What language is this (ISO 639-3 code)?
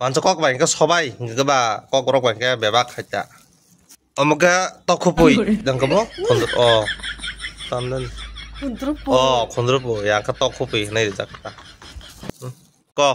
trp